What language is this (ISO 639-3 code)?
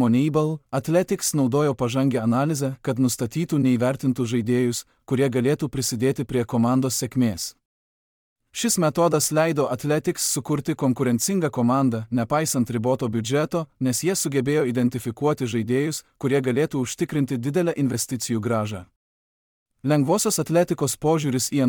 lit